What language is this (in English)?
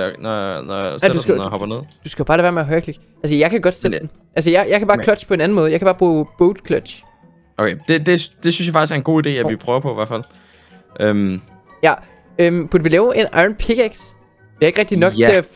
Danish